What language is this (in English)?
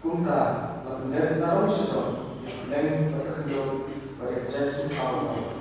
Khasi